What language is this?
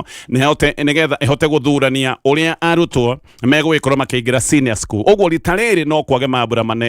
Kikuyu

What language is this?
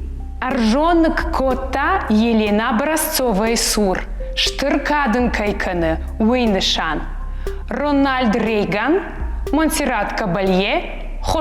Ossetic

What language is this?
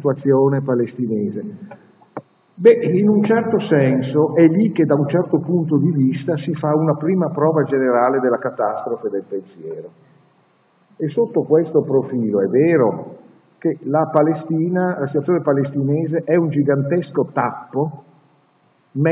Italian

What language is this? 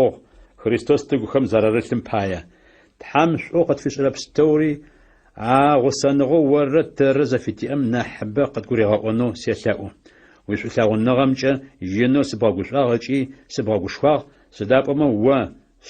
Adyghe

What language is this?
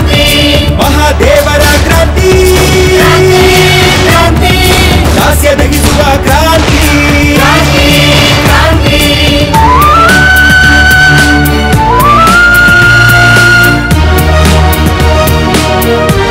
Kannada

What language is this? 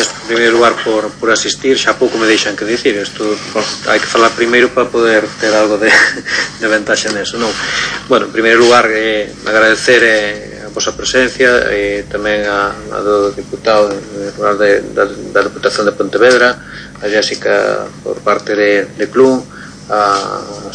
Galician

